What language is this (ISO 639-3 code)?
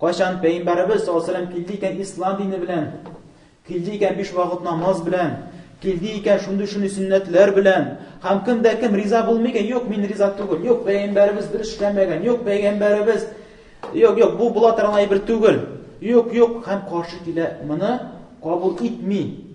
tat